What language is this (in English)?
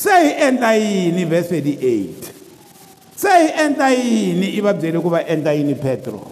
Tsonga